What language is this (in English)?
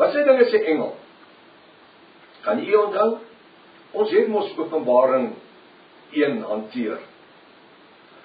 Afrikaans